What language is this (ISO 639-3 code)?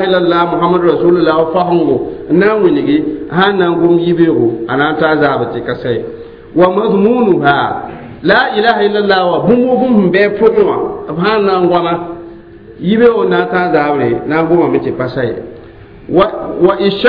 mos